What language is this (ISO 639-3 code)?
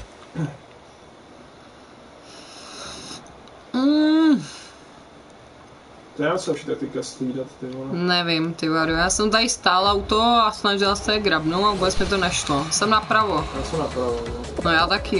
ces